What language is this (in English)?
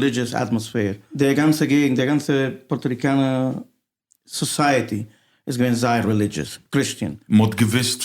Yiddish